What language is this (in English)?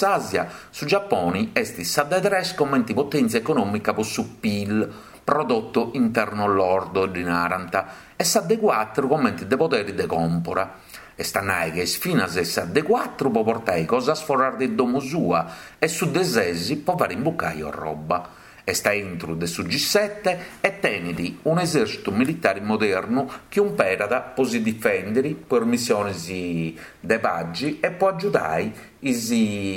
Sardinian